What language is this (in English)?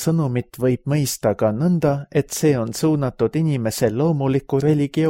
Estonian